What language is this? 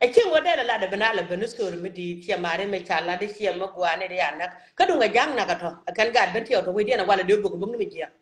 Nuer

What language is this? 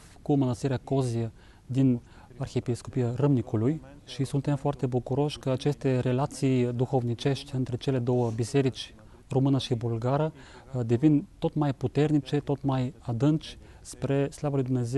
Romanian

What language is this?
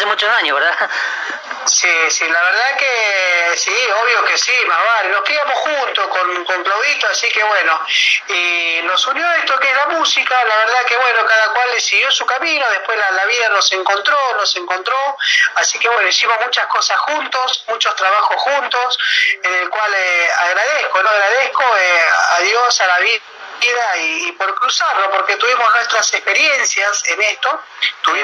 Spanish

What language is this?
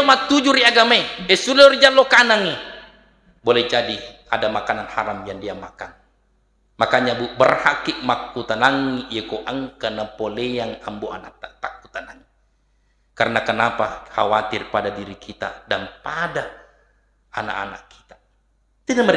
Buginese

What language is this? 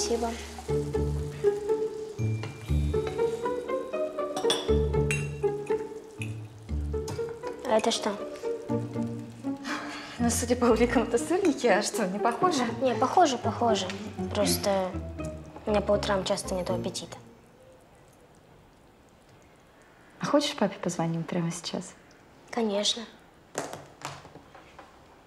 Russian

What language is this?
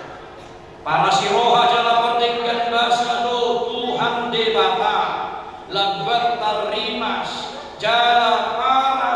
Batak Toba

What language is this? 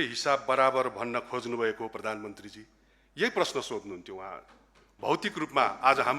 Nepali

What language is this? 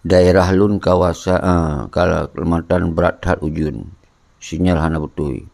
Achinese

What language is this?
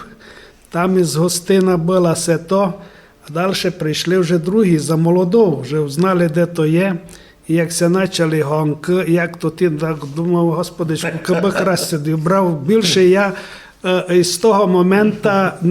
Rusyn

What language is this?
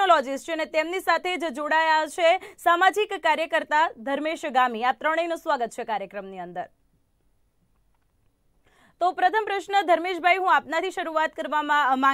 Gujarati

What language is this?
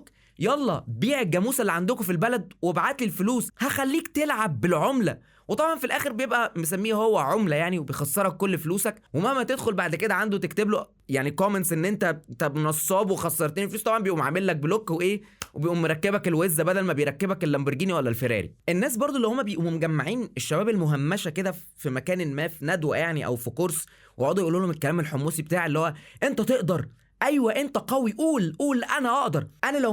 Egyptian Arabic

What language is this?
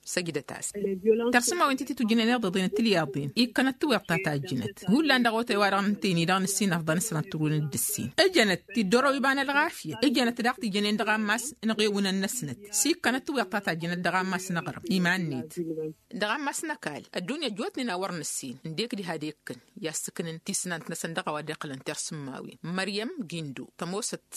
Tamasheq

